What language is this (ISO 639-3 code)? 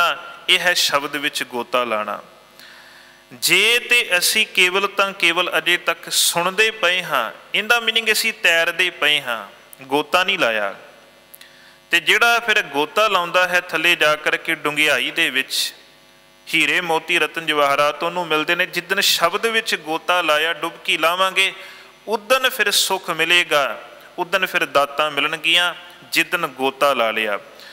pan